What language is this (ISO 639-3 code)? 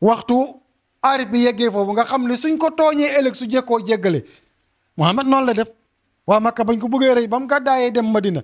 wol